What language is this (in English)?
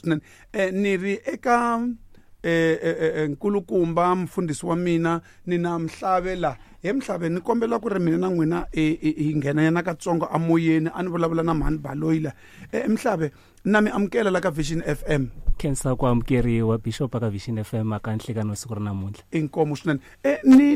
Tsonga